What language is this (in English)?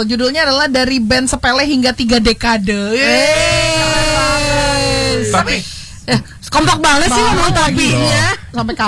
Indonesian